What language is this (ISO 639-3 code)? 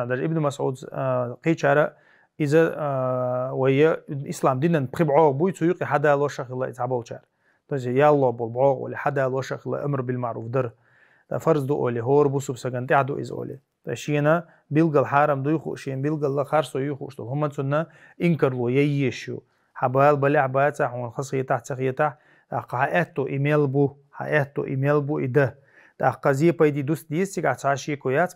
che